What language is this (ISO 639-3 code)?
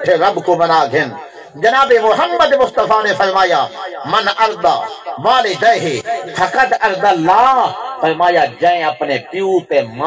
skr